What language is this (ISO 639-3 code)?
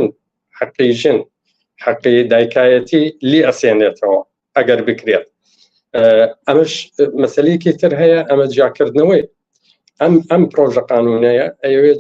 ckb